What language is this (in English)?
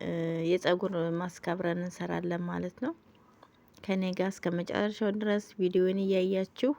Amharic